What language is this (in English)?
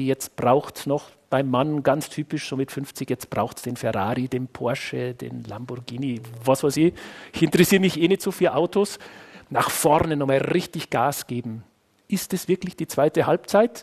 German